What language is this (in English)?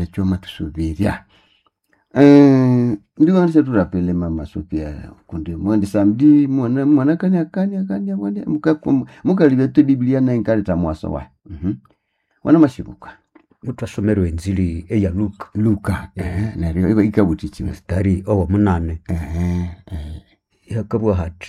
Swahili